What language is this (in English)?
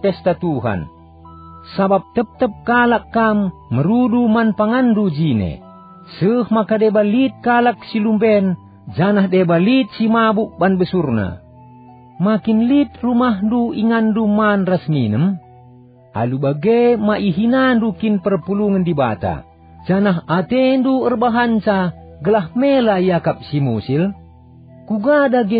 Batak Karo